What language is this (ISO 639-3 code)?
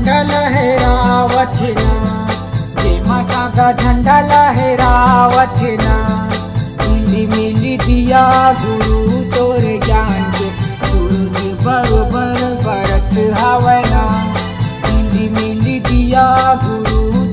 hne